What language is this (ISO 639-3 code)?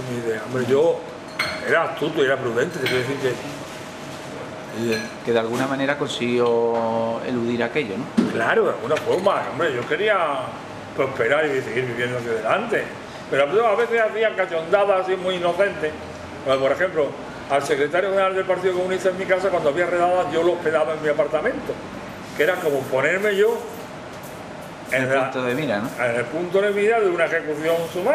spa